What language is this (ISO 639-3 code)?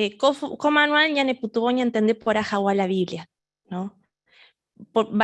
grn